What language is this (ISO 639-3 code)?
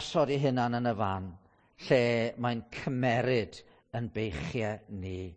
cym